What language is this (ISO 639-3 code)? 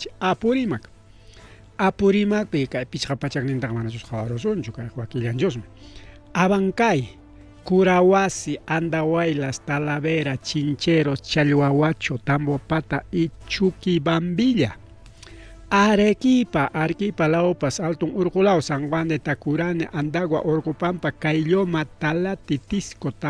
quy